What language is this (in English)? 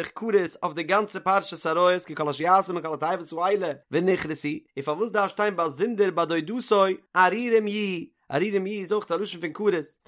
Yiddish